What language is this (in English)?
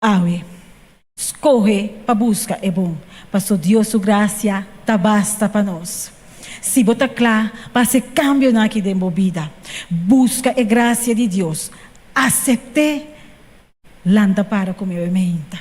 Papiamento